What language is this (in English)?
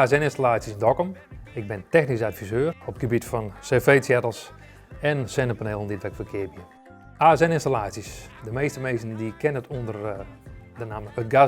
Western Frisian